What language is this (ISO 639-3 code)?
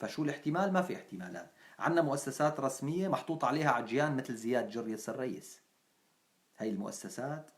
apc